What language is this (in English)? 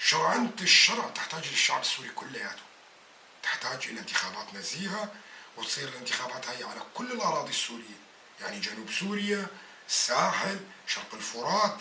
North Levantine Arabic